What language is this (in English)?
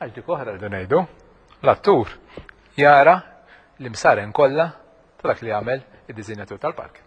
Maltese